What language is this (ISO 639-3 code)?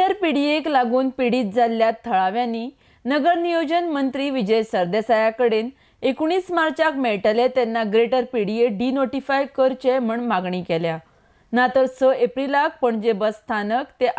kok